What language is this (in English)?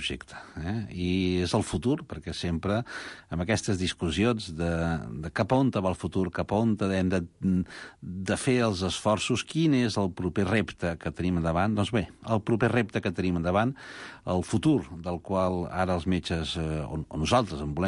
Catalan